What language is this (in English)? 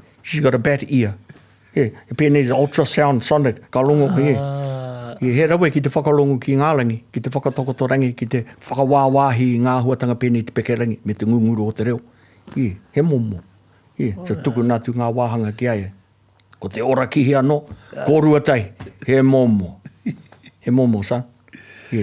Māori